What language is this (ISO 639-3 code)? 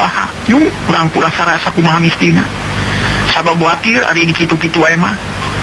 sun